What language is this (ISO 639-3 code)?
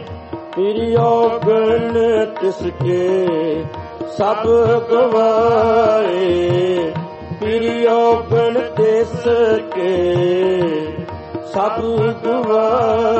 pan